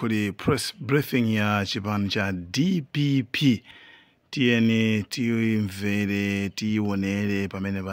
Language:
Nyanja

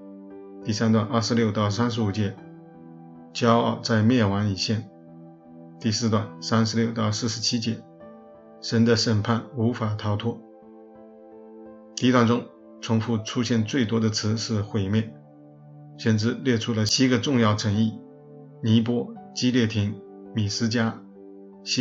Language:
Chinese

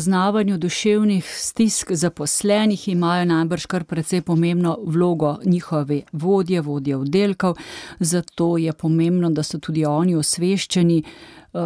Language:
Slovenian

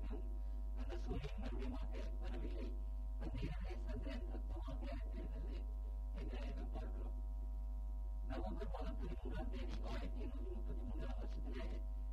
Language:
Tamil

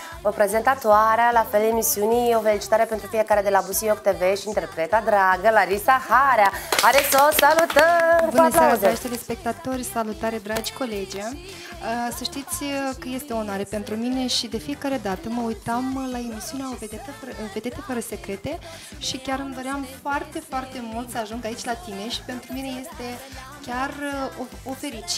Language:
Romanian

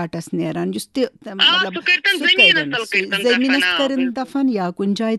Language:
Kashmiri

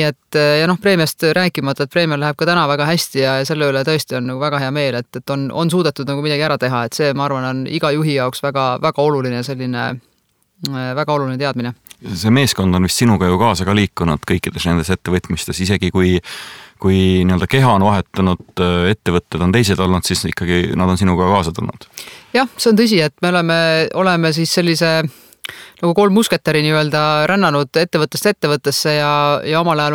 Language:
Estonian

